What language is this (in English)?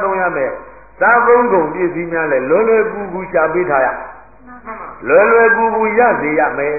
Burmese